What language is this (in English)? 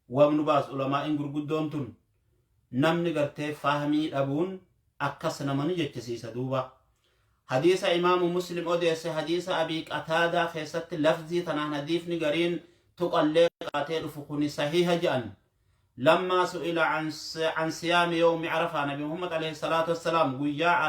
Oromo